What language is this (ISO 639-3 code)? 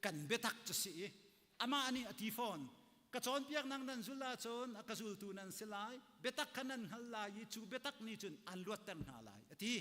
cnh